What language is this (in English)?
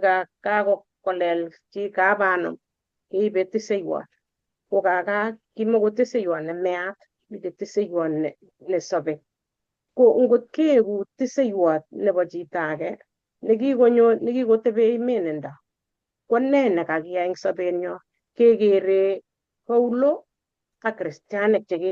Kalenjin